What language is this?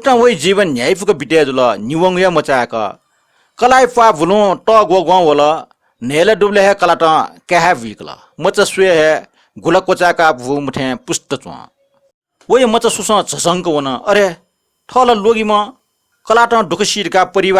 Newari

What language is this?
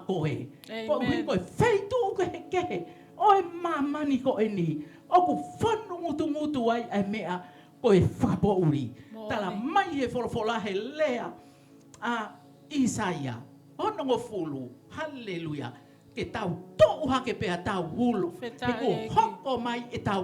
Tongan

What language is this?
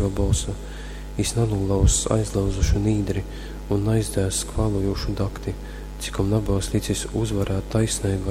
Latgalian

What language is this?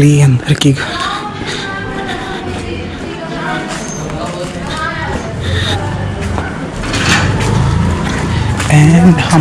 Hindi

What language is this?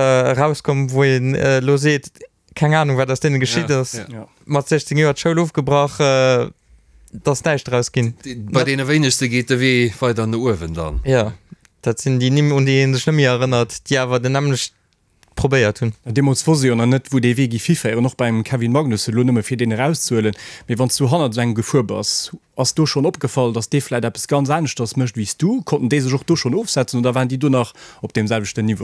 Luxembourgish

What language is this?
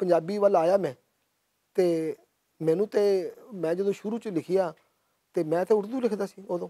Western Panjabi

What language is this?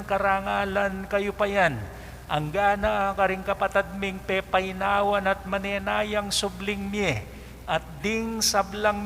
Pampanga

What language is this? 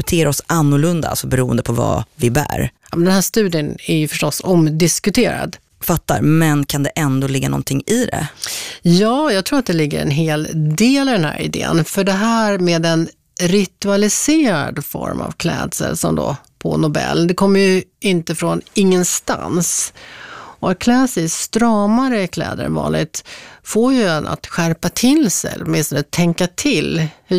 Swedish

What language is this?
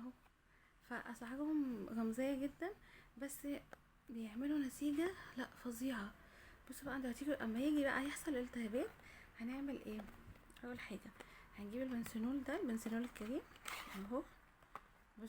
Egyptian Arabic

